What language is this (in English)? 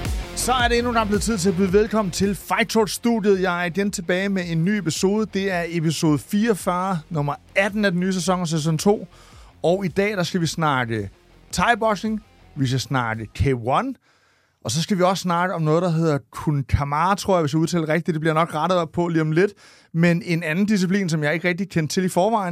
Danish